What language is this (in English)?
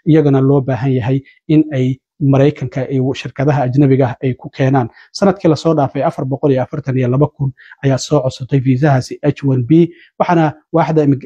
Somali